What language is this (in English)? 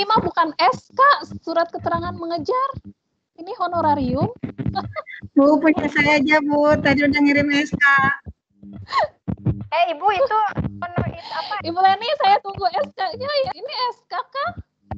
Indonesian